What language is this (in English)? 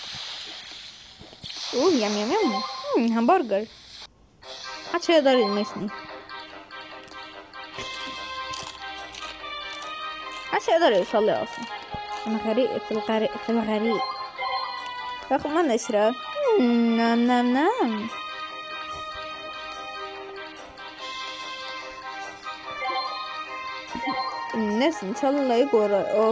Egyptian Arabic